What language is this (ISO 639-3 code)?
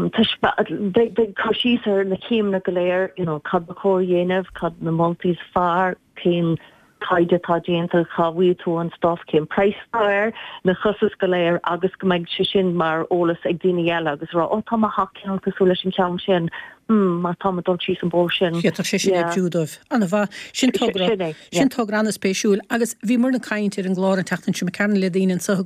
gle